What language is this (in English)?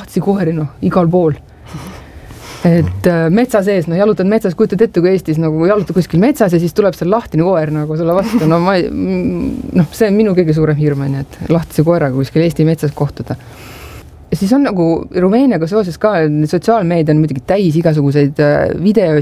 Estonian